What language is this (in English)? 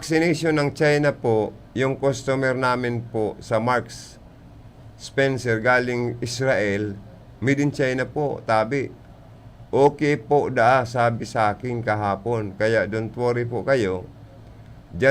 Bikol